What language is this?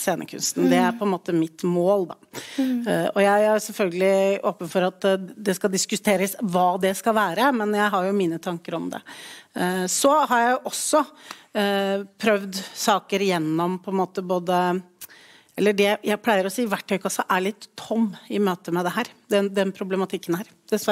Norwegian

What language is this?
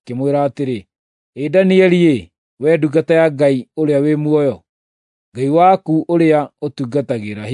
Kikuyu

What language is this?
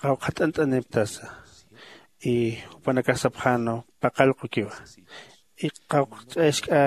Aymara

